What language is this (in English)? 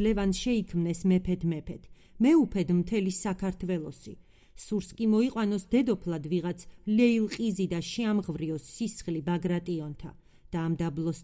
Georgian